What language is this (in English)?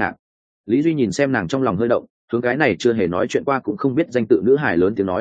Vietnamese